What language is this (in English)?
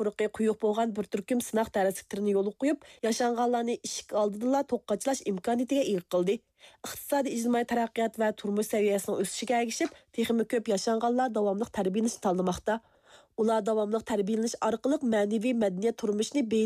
Uyghur